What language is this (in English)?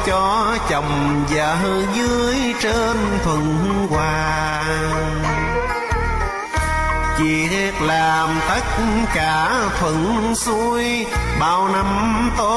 Vietnamese